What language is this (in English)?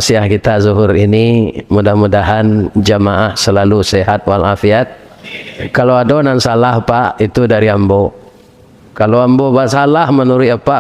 Minangkabau